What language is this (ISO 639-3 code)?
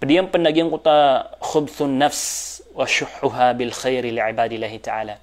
mrw